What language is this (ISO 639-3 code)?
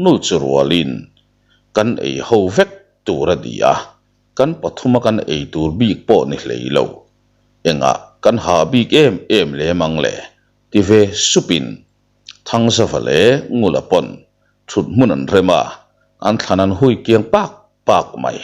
lus